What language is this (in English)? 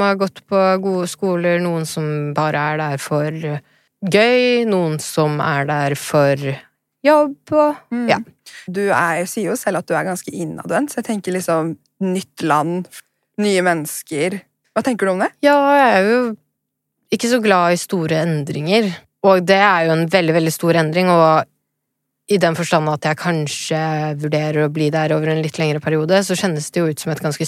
Norwegian